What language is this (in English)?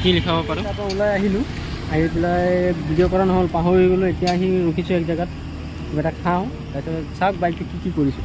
Assamese